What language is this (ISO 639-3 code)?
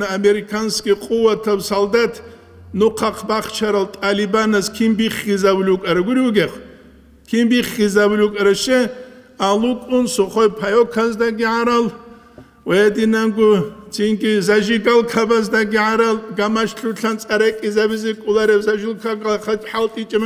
ava